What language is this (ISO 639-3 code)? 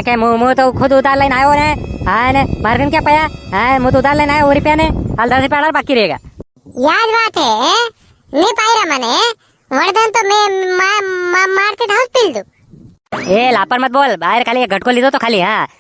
raj